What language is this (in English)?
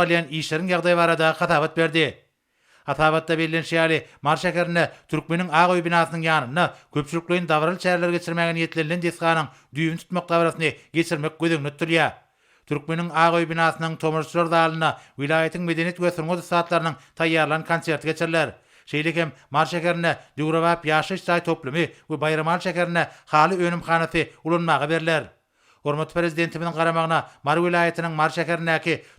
Turkmen